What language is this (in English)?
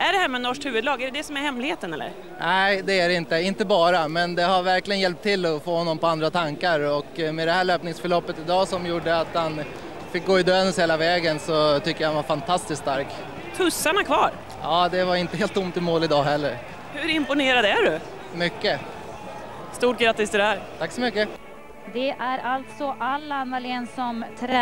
Swedish